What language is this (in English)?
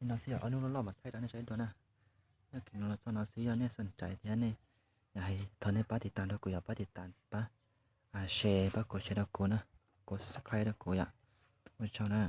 Hmong